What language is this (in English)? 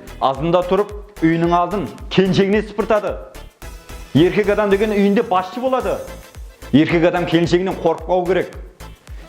Kara-Kalpak